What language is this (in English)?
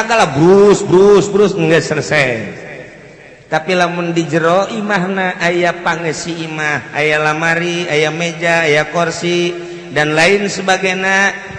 Sundanese